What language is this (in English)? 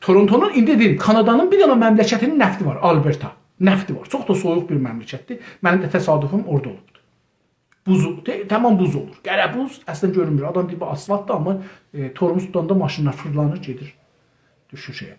South Azerbaijani